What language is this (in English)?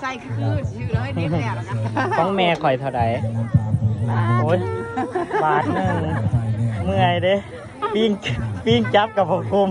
Northeastern Thai